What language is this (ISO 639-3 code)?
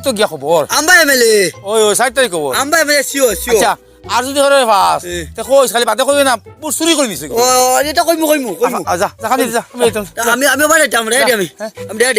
syl